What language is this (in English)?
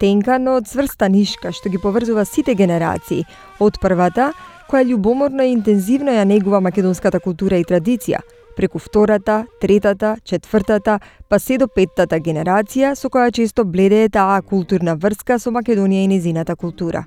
Macedonian